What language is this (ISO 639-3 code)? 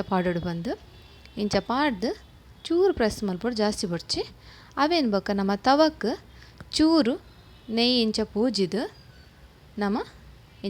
tcy